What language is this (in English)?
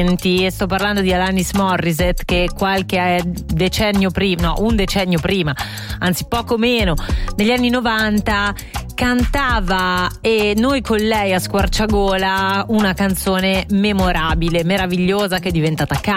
Italian